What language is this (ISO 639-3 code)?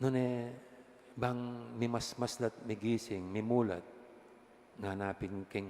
pam